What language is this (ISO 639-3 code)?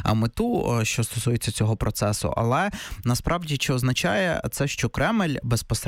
ukr